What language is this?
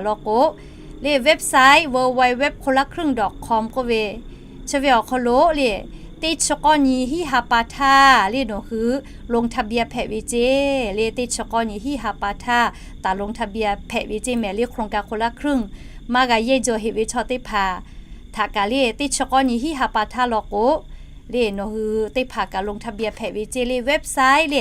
Lahu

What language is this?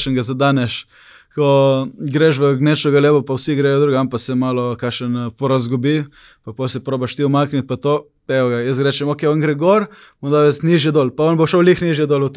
Slovenian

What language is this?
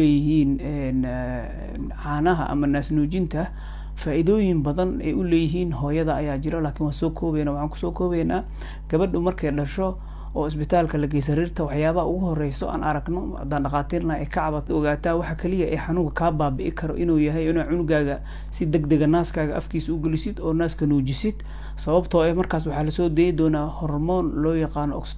Somali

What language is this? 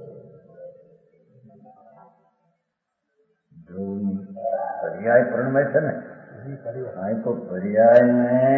Gujarati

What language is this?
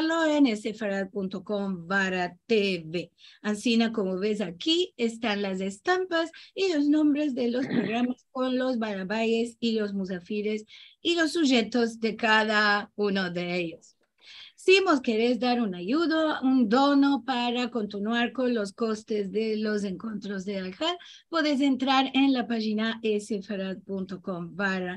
Ladino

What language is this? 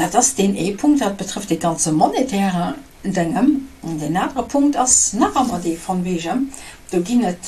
Luxembourgish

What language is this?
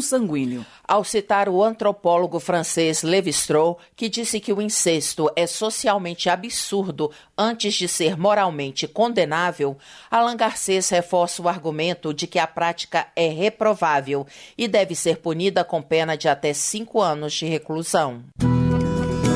Portuguese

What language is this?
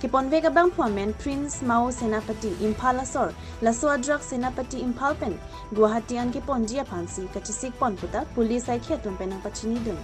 Karbi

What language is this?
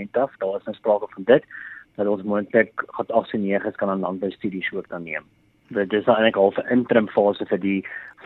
Afrikaans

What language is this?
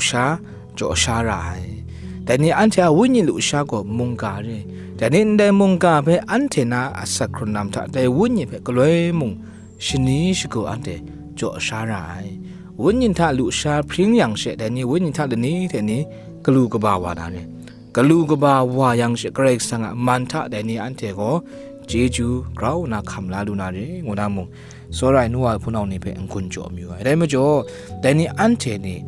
Kachin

